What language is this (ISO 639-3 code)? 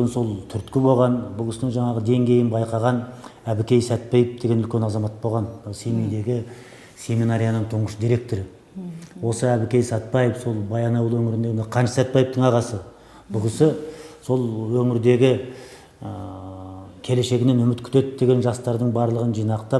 kaz